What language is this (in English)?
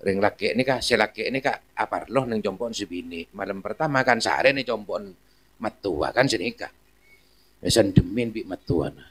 Madurese